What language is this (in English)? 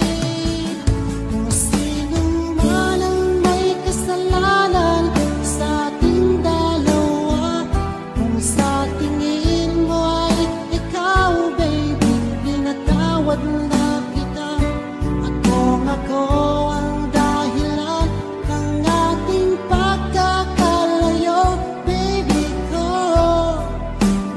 Filipino